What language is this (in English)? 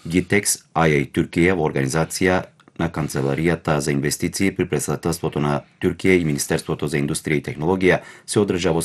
Macedonian